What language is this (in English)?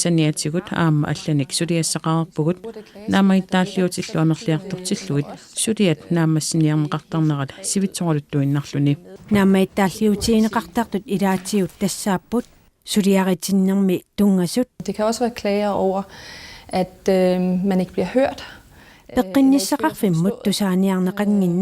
Kalaallisut